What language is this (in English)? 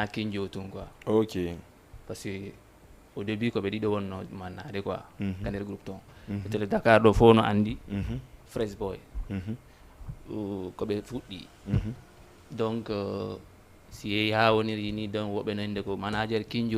Fula